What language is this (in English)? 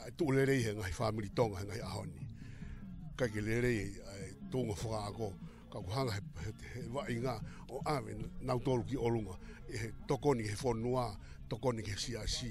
Tongan